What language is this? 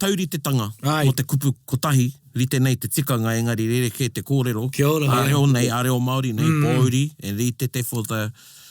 Māori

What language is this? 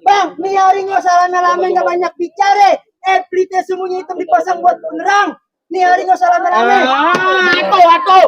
Betawi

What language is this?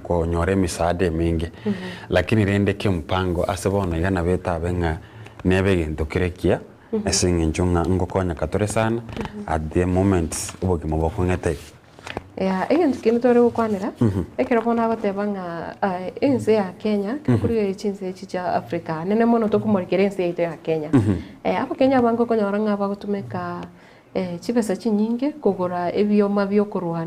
Gusii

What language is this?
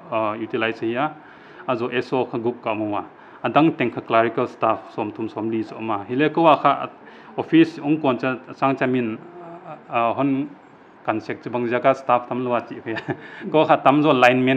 Paite Chin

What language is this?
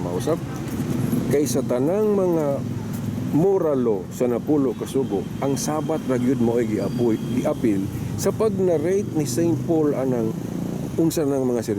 Cebuano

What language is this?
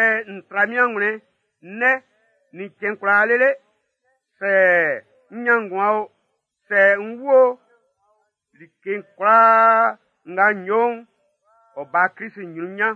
Baoulé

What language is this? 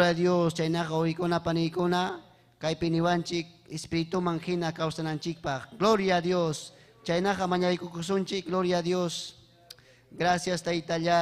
Ayacucho Quechua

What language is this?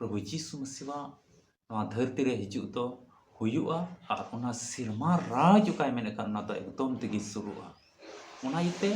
Santali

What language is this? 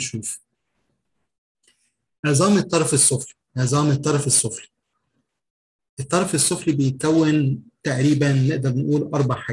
Egyptian Arabic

